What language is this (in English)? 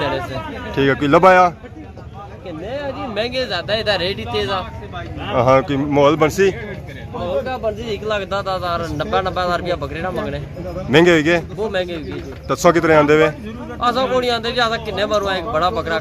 Pahari-Potwari